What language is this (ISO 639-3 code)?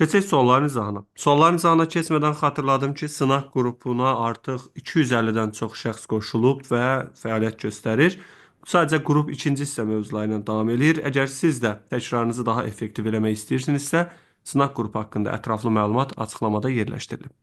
aze